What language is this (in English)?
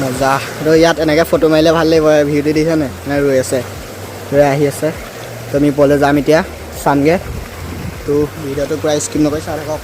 Assamese